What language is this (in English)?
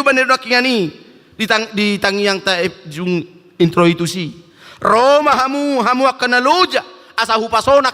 Batak Toba